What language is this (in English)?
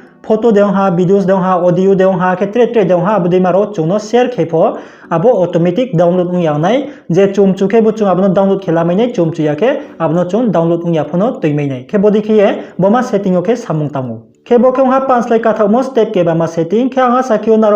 Riang (India)